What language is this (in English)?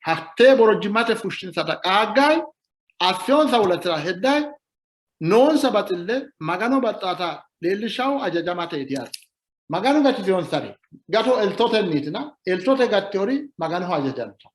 Sidamo